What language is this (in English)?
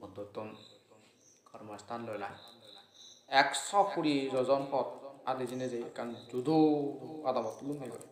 Assamese